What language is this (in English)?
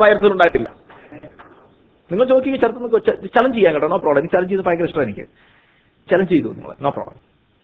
Malayalam